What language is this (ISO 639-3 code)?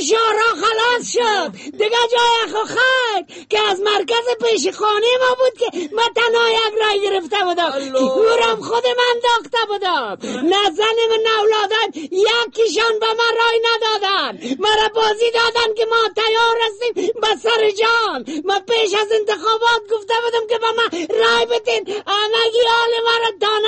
fas